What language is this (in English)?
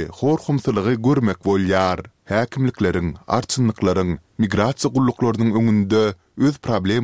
Turkmen